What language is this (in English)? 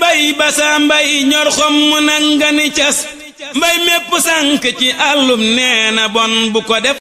Wolof